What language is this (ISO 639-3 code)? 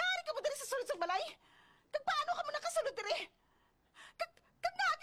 hil